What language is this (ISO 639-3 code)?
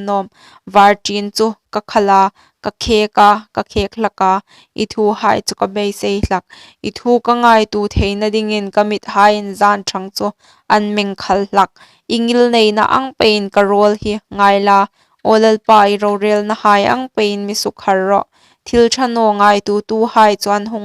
hmr